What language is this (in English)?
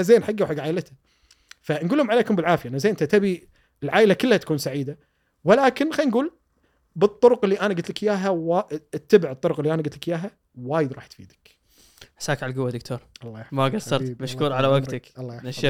Gulf Arabic